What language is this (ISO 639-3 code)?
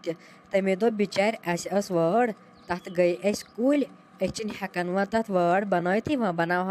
kas